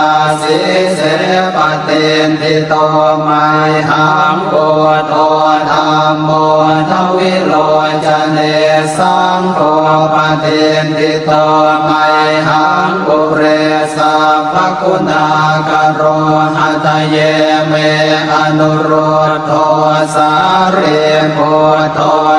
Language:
Pali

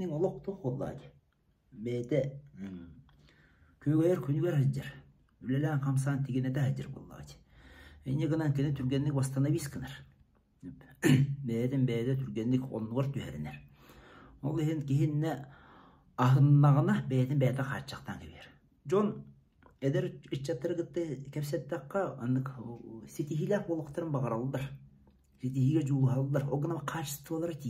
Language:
Yakut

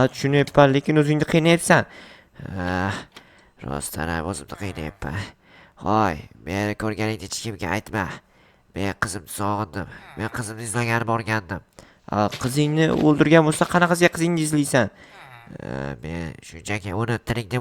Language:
Uzbek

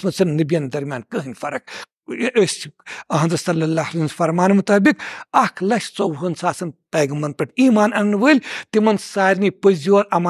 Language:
Kashmiri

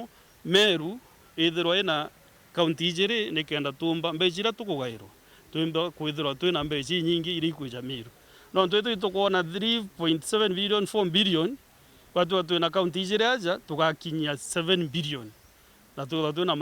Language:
Meru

